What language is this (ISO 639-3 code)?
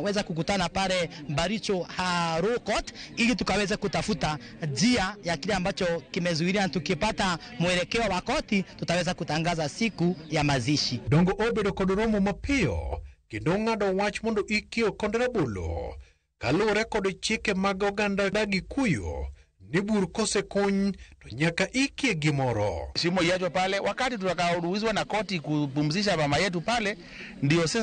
luo